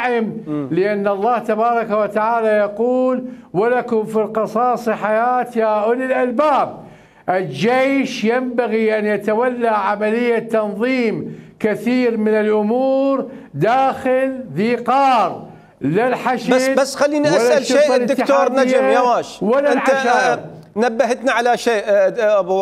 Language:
Mesopotamian Arabic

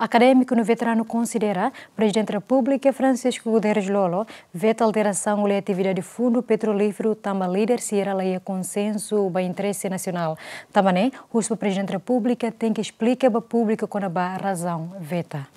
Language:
Tetum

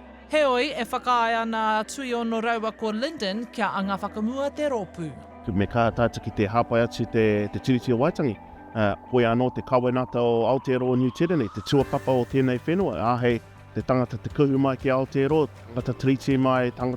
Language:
Māori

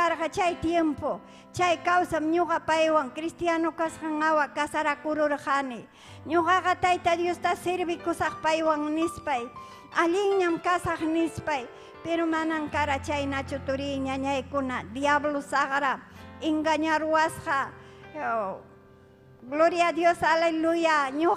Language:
Ayacucho Quechua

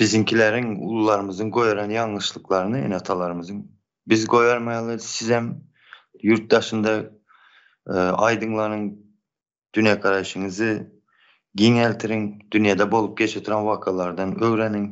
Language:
Turkmen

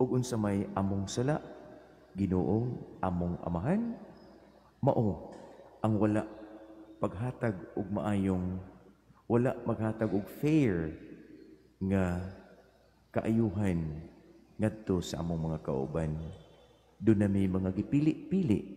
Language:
Cebuano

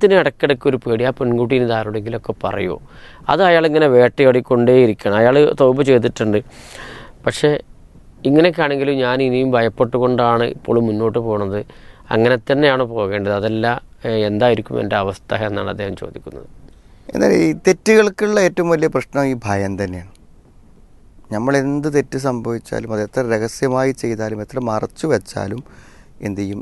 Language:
Malayalam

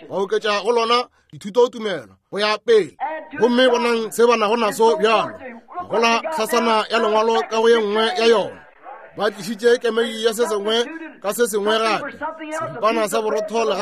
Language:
Northern Sotho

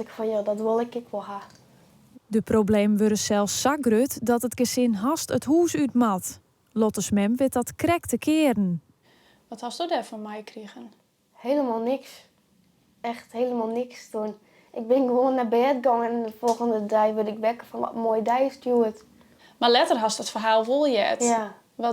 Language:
Western Frisian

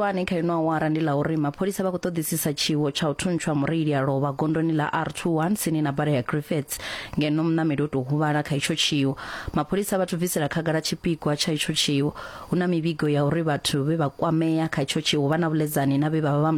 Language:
Venda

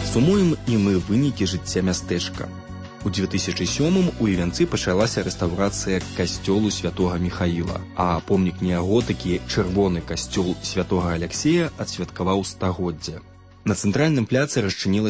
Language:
Belarusian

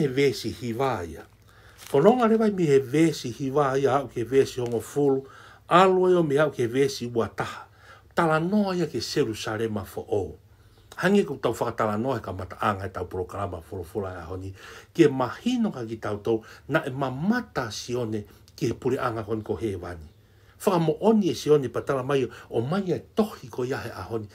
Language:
Tongan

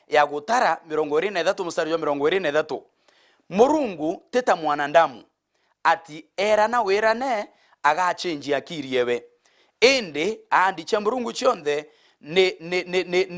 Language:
Meru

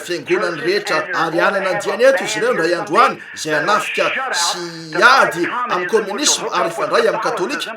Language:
Malagasy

